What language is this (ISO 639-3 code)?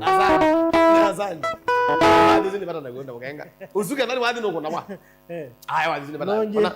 kam